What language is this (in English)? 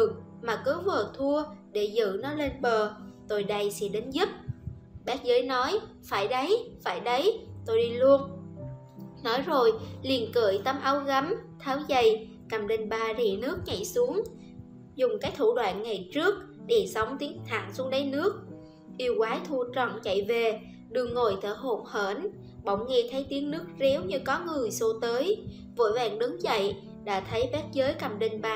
Vietnamese